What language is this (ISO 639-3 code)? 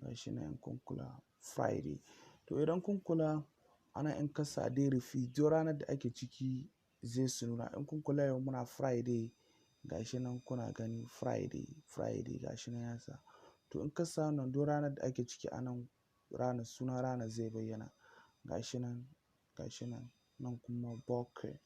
hau